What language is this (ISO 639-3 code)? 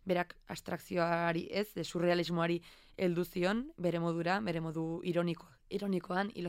eus